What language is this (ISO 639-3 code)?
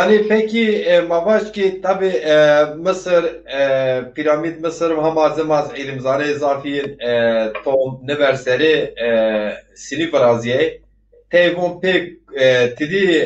zza